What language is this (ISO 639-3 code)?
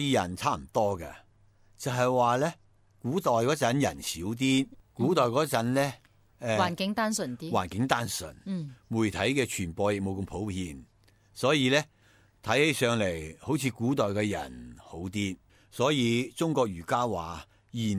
yue